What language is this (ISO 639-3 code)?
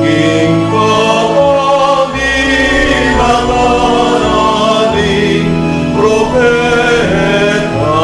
pam